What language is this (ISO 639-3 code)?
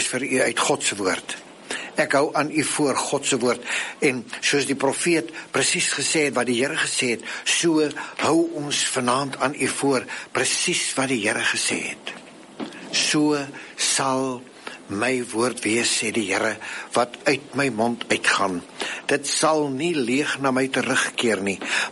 afr